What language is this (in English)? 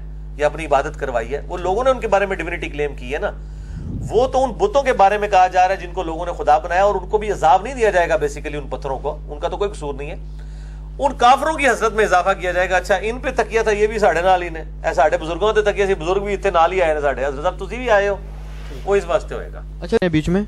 Urdu